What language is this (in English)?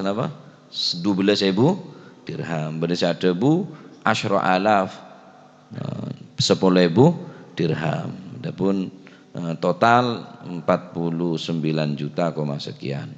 Madurese